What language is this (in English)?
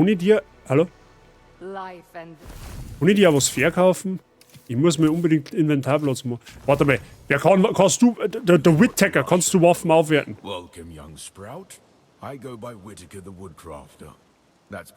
Bavarian